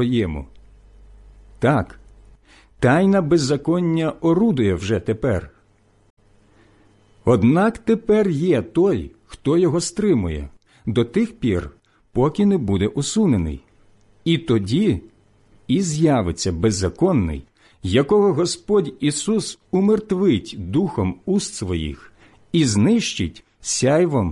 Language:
Ukrainian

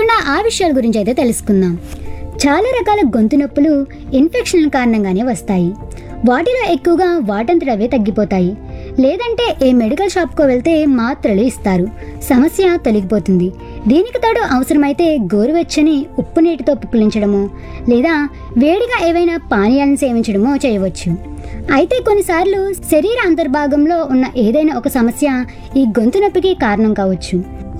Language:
Telugu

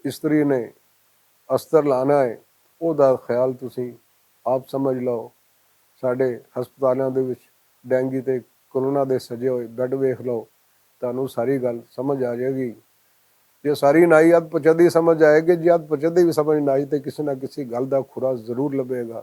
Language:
Western Panjabi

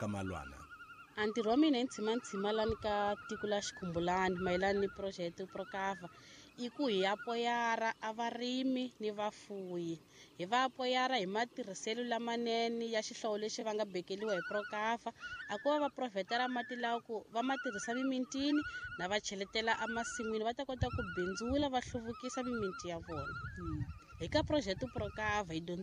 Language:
Tsonga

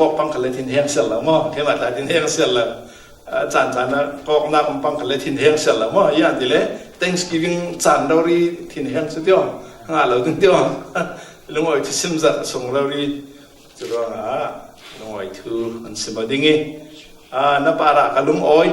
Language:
Falam Chin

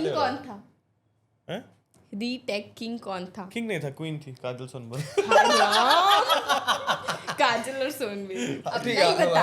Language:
Chhattisgarhi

